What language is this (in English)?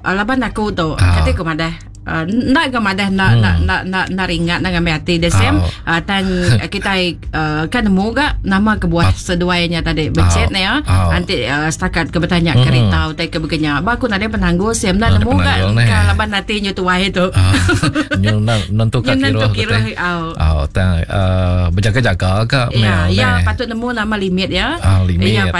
Iban